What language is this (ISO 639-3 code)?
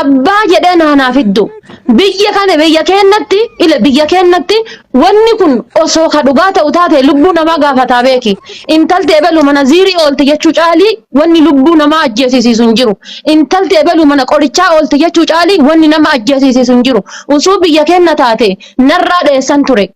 orm